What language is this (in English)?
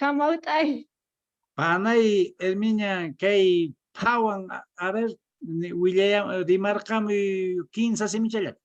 Quechua